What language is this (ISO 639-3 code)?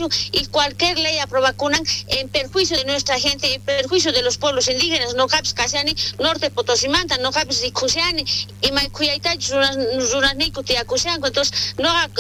quh